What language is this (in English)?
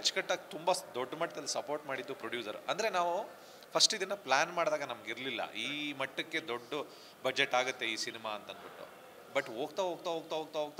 Kannada